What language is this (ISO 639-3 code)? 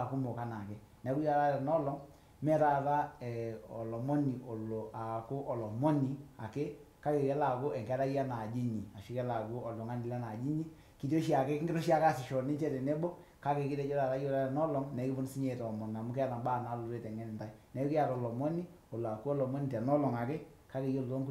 mas